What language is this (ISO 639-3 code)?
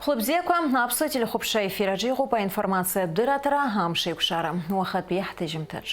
abk